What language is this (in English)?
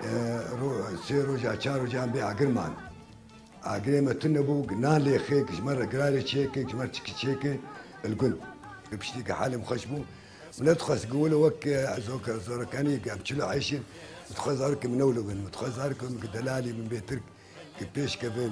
Kurdish